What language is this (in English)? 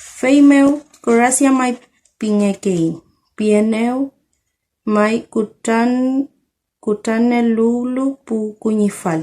Mapuche